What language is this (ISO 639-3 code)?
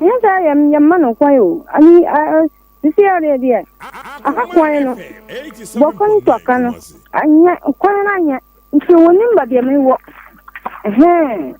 aka